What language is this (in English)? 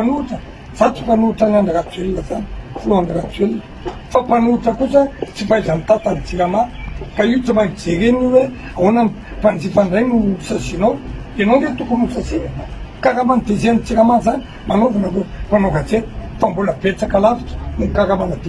Malagasy